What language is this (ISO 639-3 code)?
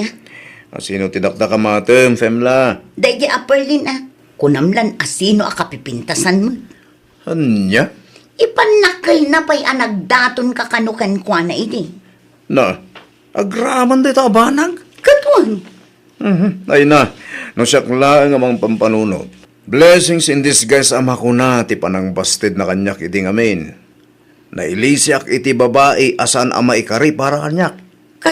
ilo